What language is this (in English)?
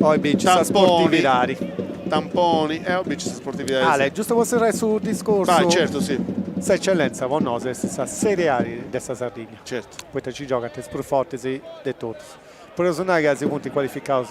Sardinian